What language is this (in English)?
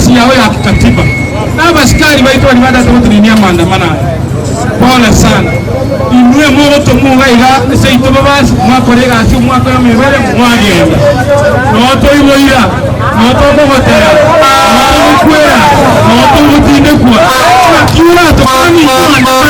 Gusii